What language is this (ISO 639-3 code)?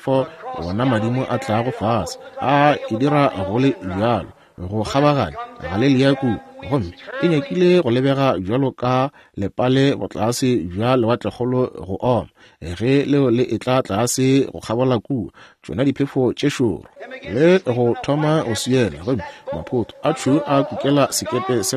nso